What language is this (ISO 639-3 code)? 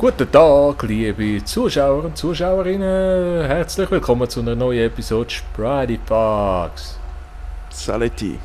gsw